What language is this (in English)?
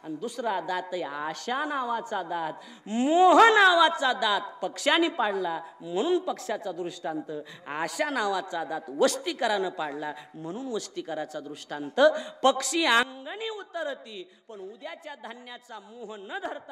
Marathi